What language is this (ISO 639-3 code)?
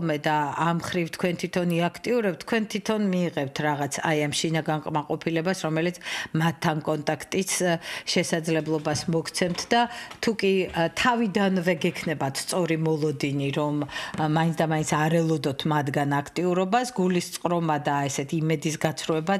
kat